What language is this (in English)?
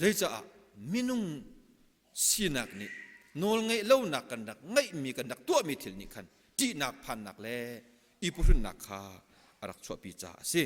Hakha Chin